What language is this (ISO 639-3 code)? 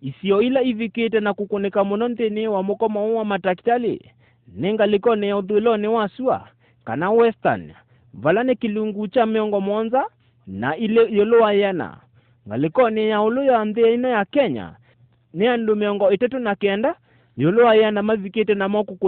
kam